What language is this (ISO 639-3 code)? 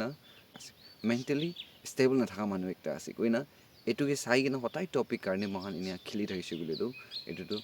nag